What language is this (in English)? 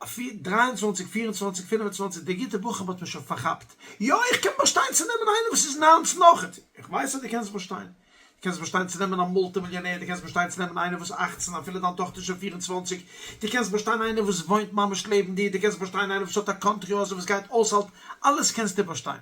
Yiddish